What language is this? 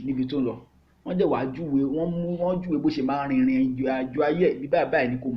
Yoruba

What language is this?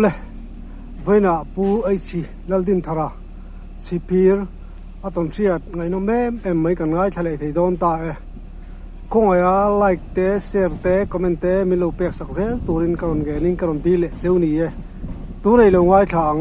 Mizo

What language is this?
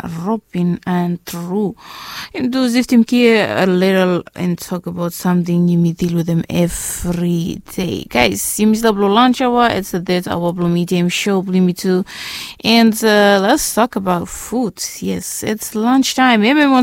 Bislama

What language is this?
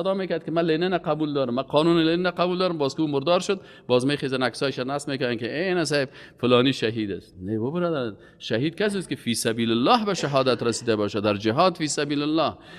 Persian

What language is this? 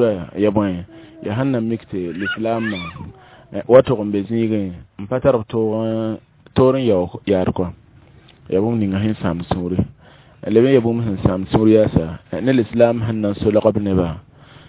Mossi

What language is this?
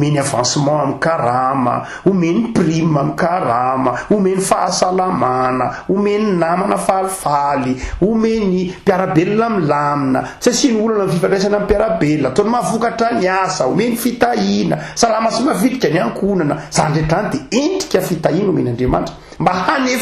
Malagasy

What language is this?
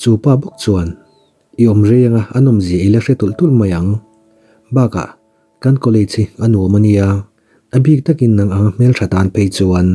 Mizo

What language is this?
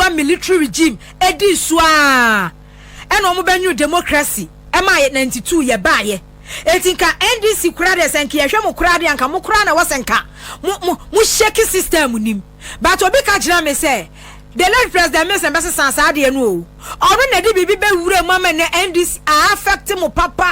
Akan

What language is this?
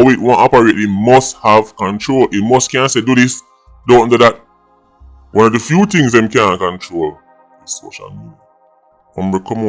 Jamaican Creole English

